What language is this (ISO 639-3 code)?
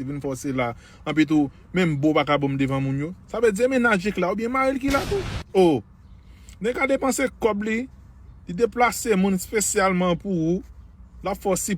hat